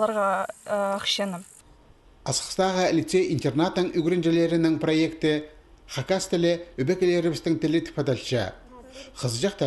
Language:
Khakas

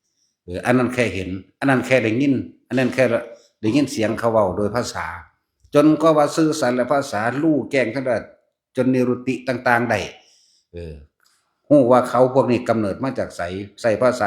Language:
Lao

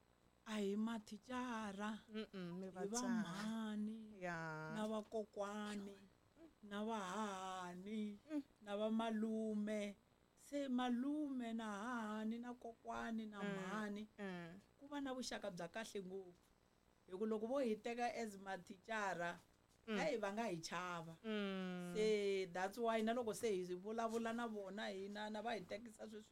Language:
Tsonga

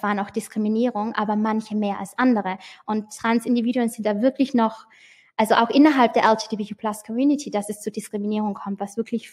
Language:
German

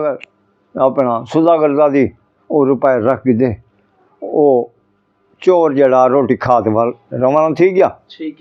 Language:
Saraiki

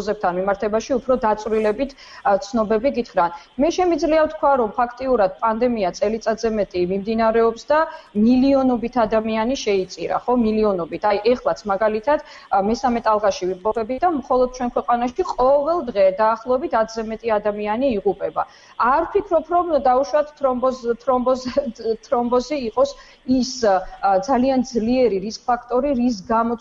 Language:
Georgian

